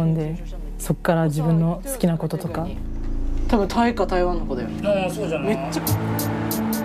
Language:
Japanese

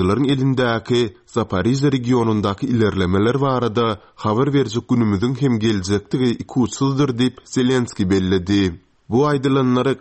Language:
Turkmen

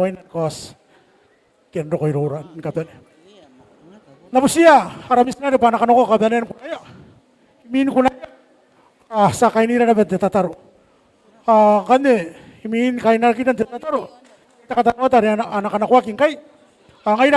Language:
Gilbertese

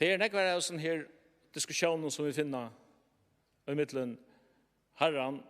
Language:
Faroese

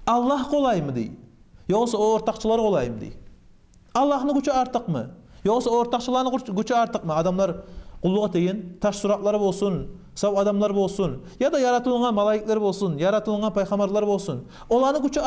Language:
Kumyk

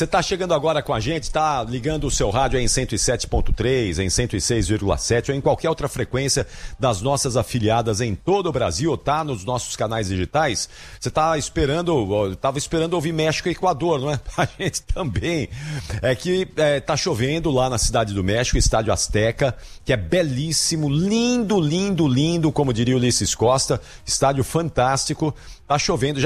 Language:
Portuguese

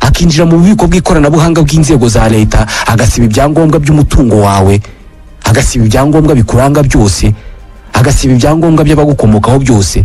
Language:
Kinyarwanda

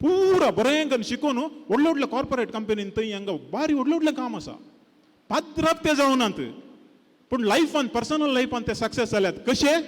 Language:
Konkani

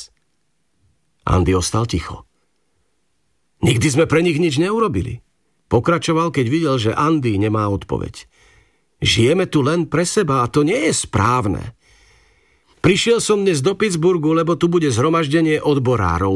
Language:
Slovak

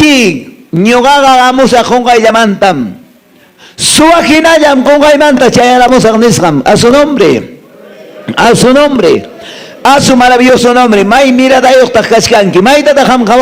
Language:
Quechua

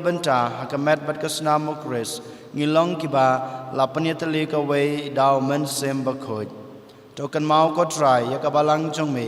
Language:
Khasi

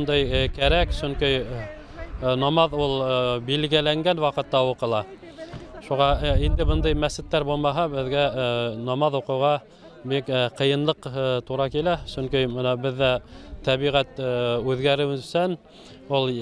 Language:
Bashkir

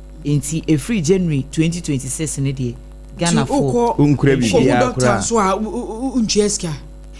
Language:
Akan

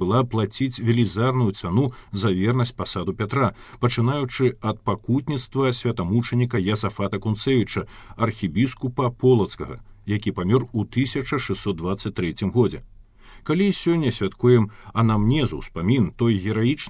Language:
Belarusian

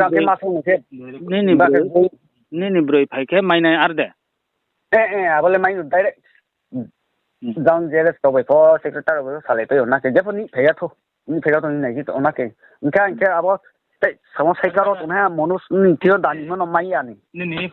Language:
Riang (India)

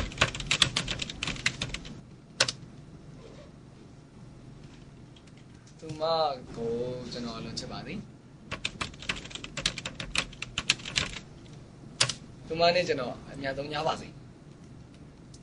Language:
Burmese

